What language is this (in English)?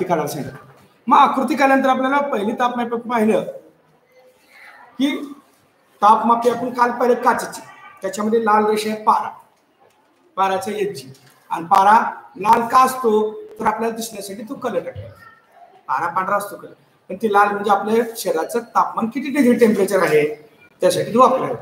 Marathi